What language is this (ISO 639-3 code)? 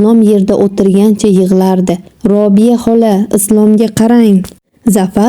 uzb